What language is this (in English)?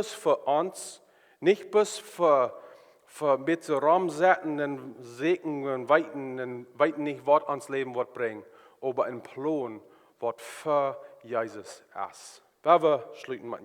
Plautdietsch